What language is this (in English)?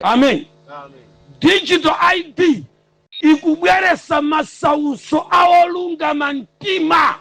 Nyanja